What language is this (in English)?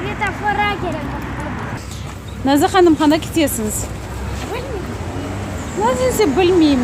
Crimean Tatar